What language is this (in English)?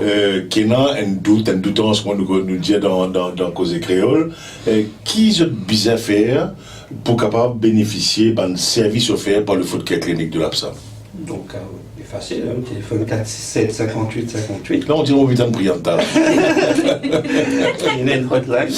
Morisyen